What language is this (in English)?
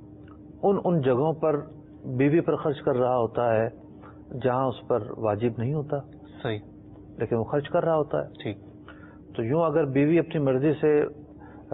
Urdu